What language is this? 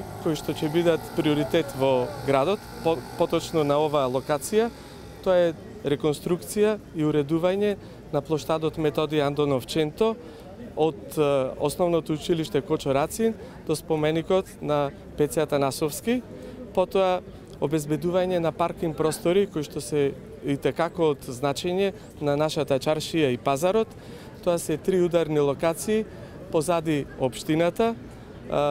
Macedonian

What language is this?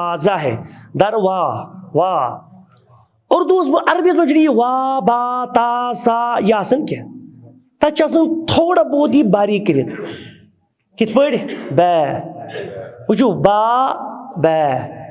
Kashmiri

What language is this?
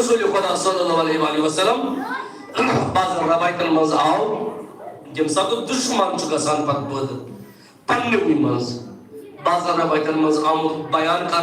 Kashmiri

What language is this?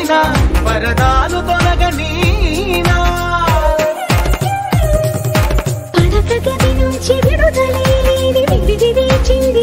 Telugu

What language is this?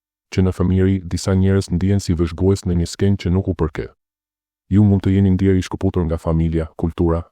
Albanian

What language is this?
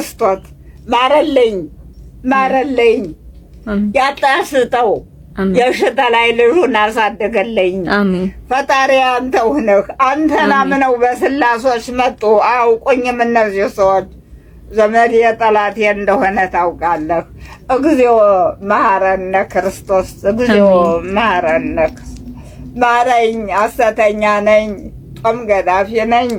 Amharic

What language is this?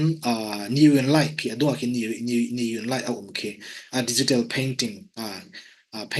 Falam Chin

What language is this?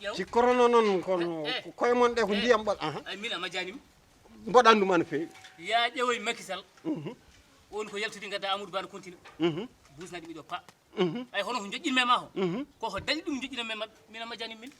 Fula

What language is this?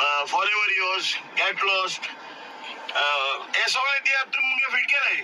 Konkani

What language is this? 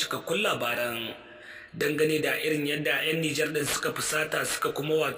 Hausa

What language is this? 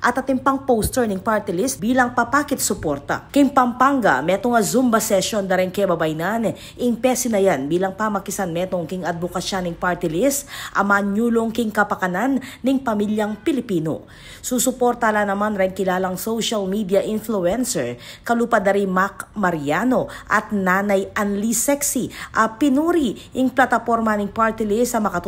Pampanga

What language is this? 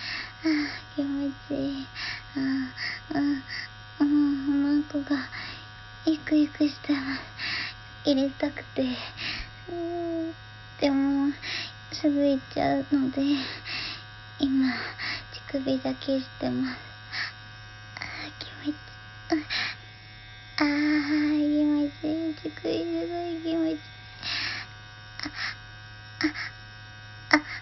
Japanese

